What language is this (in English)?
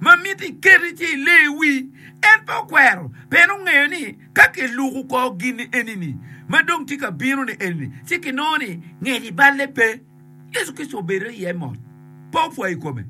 Acoli